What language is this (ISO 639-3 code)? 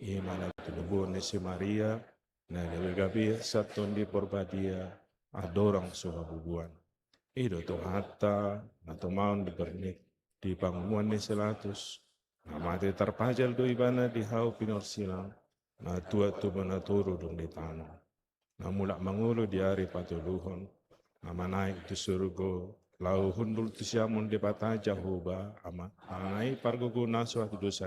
bbc